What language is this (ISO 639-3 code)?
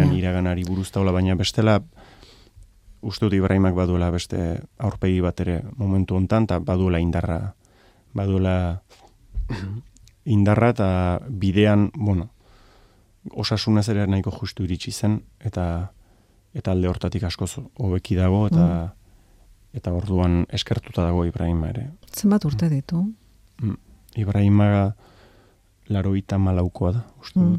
eus